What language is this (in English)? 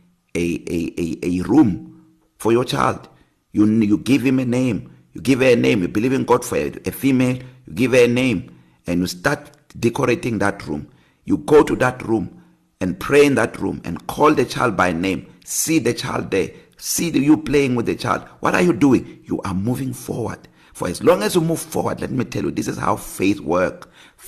English